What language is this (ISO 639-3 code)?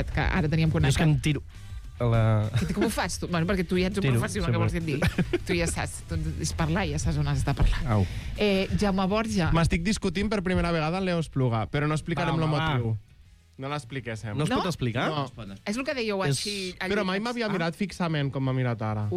cat